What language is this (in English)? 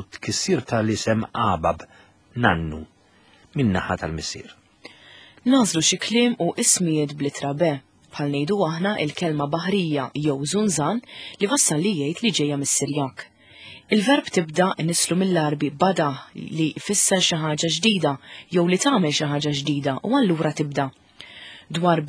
Maltese